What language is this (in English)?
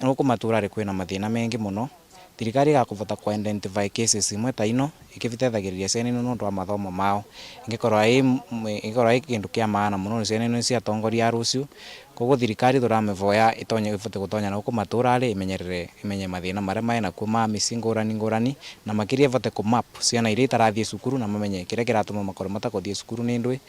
Meru